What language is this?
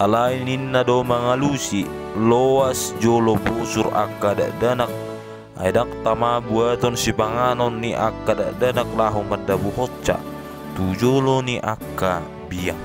Batak Toba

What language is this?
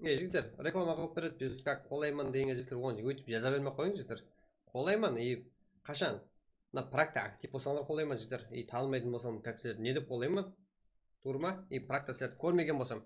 Kara-Kalpak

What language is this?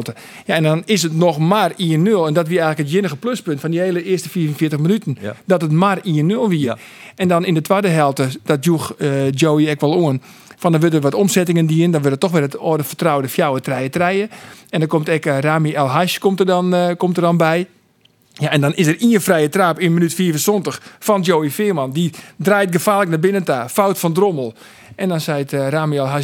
Western Frisian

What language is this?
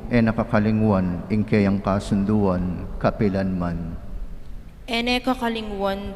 Pampanga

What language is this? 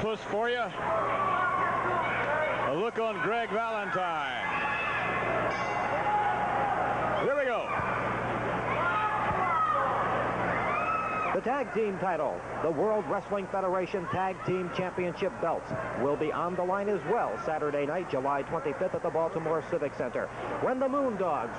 English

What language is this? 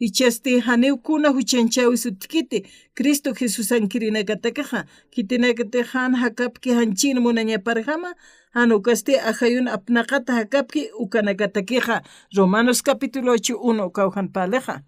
Aymara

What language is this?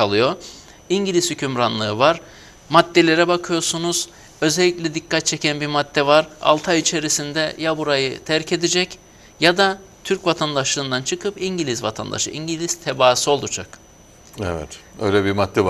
Turkish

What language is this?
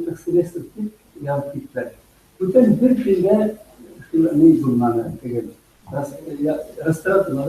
Bashkir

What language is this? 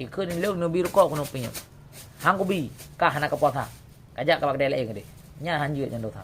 Achinese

